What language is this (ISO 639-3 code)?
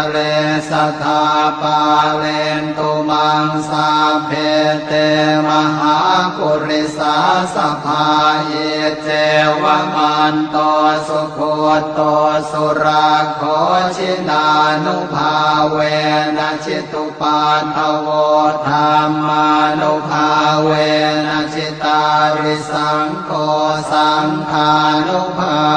pli